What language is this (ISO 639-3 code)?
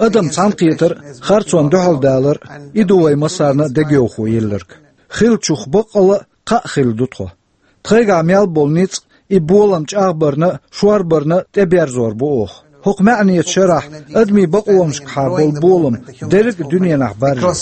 che